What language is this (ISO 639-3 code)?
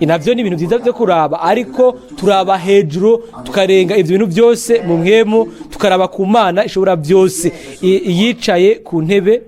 run